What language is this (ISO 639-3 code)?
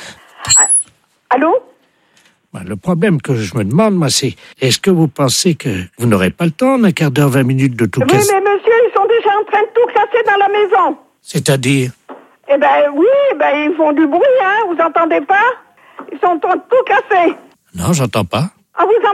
fra